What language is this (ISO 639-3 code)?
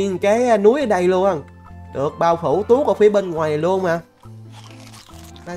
vie